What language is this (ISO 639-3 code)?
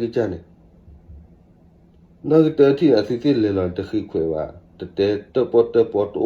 ksw